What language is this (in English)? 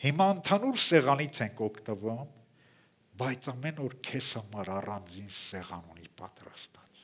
Armenian